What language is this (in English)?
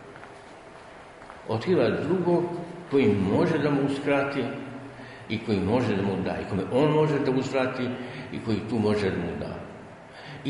Serbian